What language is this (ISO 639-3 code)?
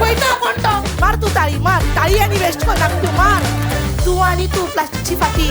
kok